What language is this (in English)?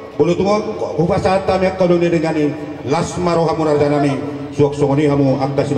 Batak Toba